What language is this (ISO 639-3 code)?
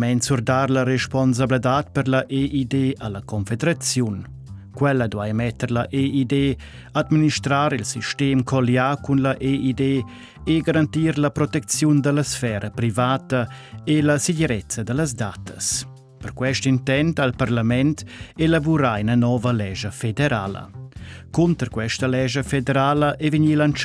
roh